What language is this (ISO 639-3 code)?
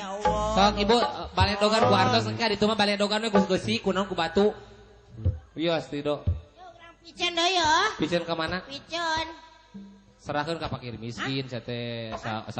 sun